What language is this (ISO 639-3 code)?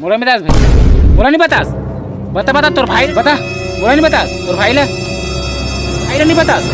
hne